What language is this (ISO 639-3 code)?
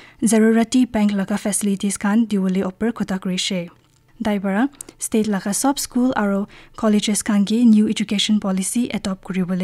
nag